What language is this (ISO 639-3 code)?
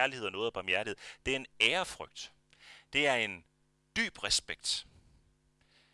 dan